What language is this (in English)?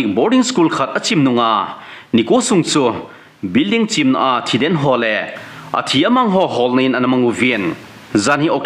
Thado Chin